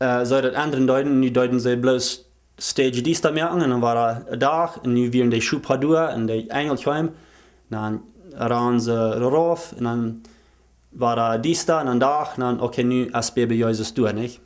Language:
Plautdietsch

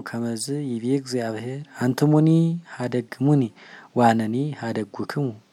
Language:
Geez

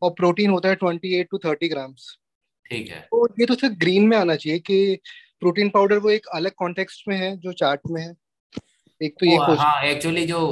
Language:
Hindi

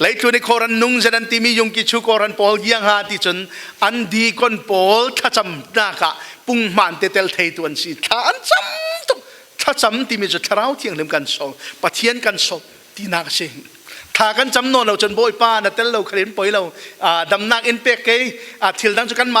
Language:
Falam Chin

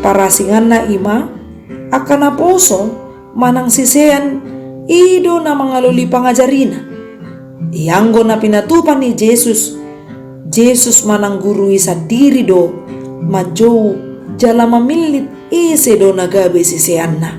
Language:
Batak Toba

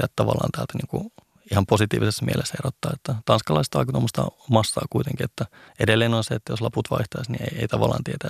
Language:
Finnish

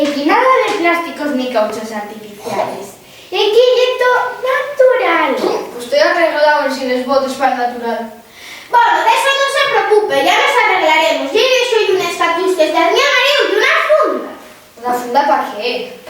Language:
Asturian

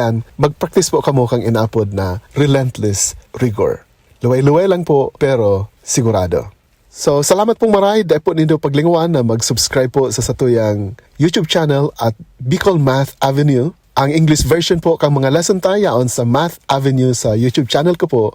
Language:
Bikol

